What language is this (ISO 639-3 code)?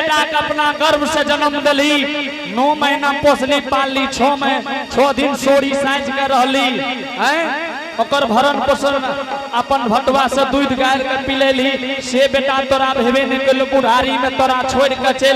anp